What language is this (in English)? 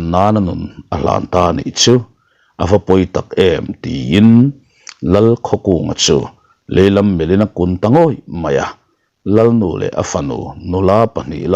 Mizo